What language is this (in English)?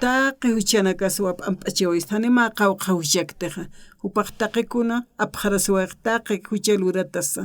Aymara